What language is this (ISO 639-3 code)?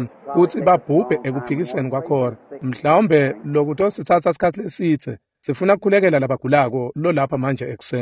ssw